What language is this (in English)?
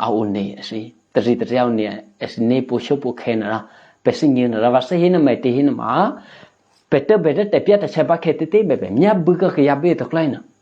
Eastern Kayah